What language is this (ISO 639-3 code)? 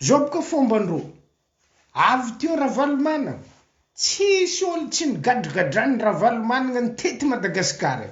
mlg